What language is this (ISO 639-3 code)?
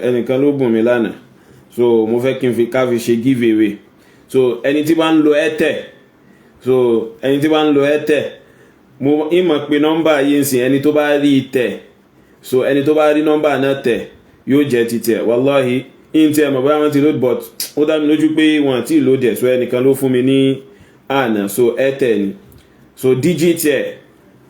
yor